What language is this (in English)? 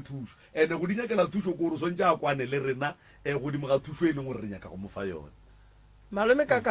Northern Sotho